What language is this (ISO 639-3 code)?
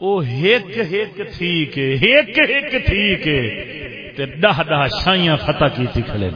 skr